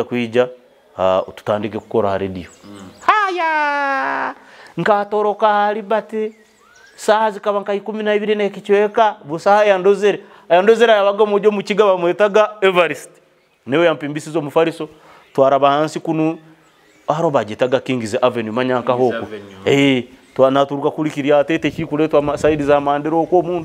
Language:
Nyoro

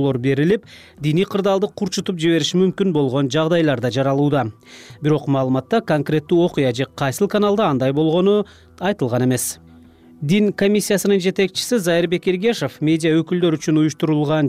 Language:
Kyrgyz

